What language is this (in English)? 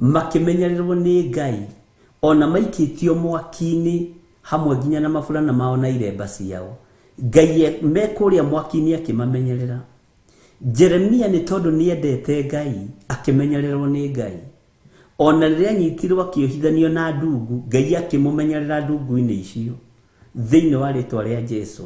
Kikuyu